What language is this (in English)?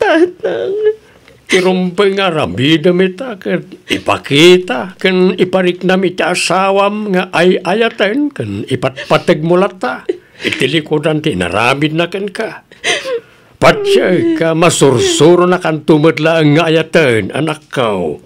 Iloko